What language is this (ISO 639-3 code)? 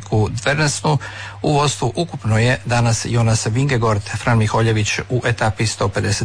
hrv